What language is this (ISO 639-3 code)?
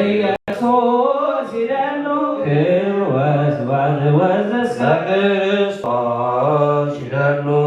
gez